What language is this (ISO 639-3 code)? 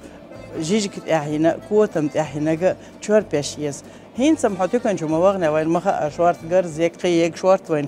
che